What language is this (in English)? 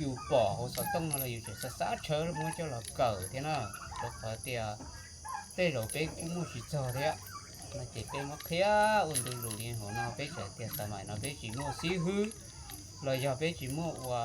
Hmong